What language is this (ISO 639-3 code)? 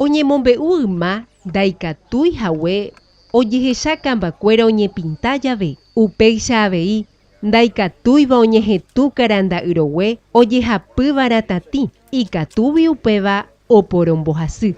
grn